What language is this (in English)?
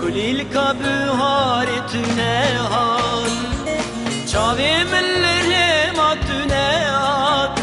Kurdish